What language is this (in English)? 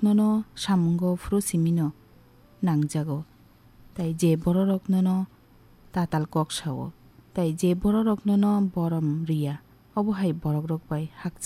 Kok Borok